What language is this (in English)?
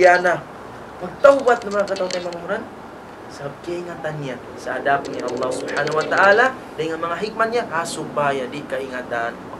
Tausug